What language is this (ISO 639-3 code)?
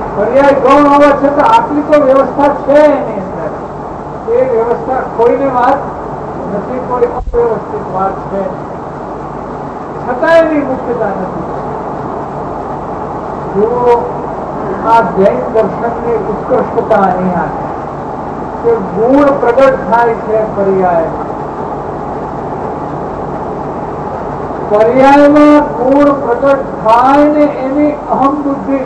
guj